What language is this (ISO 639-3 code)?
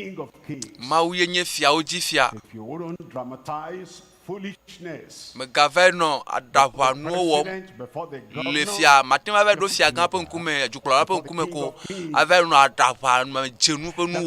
ewe